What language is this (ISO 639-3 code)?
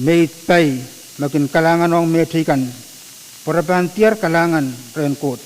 pon